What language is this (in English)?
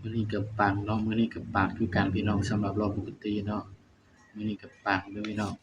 Northeastern Thai